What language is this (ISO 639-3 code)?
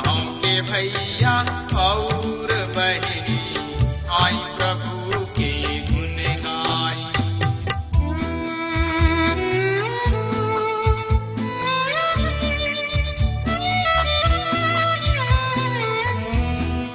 bho